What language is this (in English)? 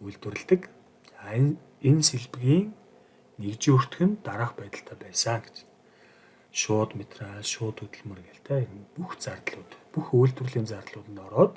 Mongolian